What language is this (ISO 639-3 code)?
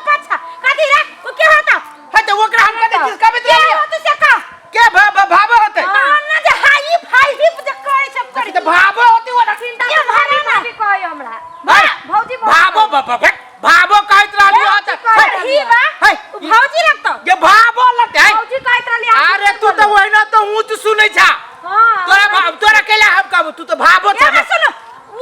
mai